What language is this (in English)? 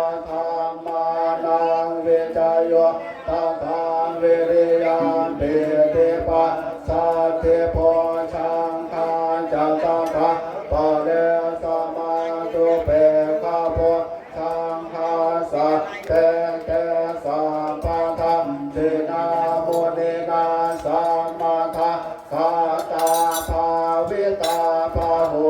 Pali